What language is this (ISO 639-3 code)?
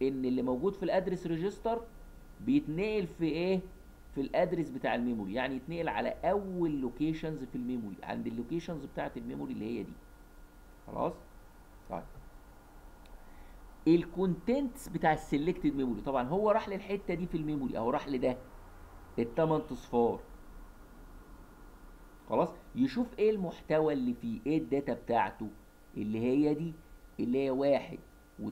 arz